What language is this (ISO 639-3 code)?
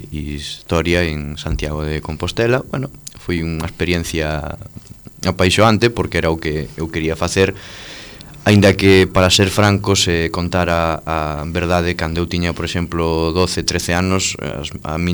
glg